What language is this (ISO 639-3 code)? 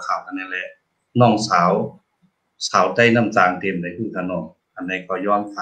shn